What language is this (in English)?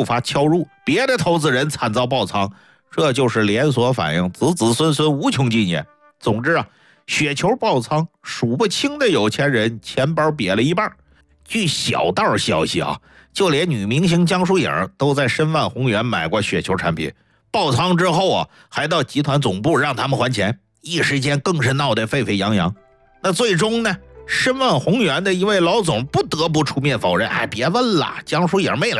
Chinese